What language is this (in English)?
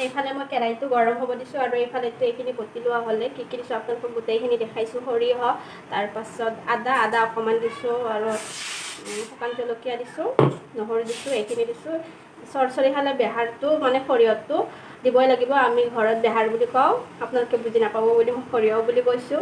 Assamese